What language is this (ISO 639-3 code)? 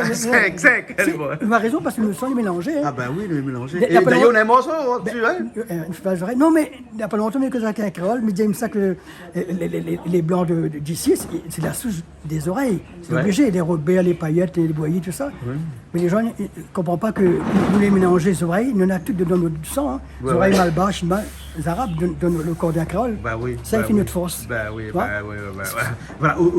rcf